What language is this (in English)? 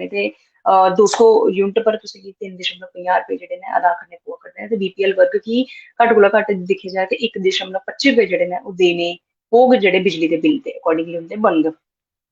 Dogri